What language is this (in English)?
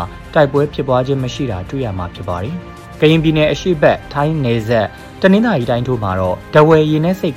Burmese